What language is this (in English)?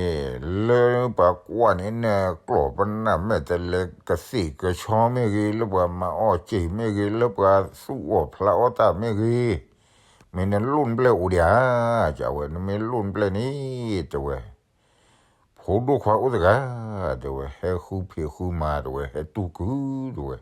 S'gaw Karen